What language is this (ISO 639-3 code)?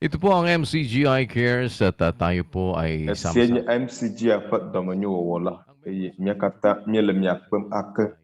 ewe